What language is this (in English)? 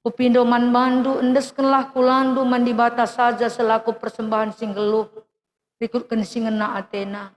Batak Karo